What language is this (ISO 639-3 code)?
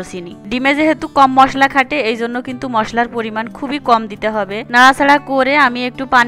ben